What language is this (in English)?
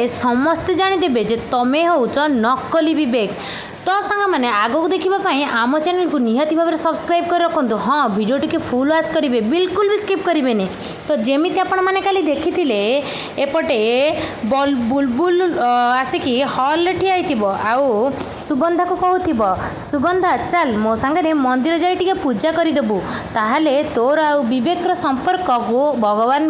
Odia